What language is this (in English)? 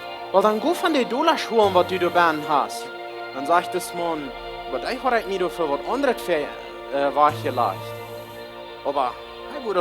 Plautdietsch